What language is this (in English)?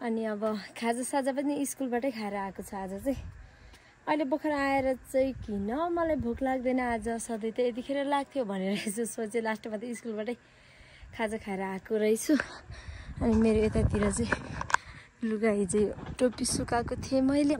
Nepali